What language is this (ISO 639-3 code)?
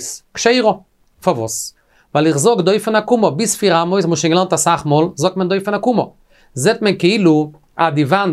yid